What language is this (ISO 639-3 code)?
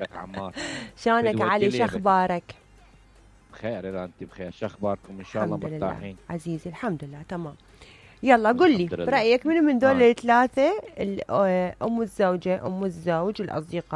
acm